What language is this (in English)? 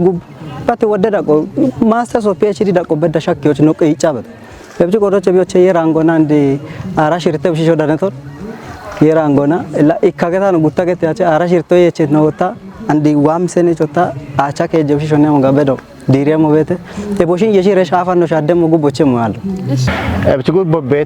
Kafa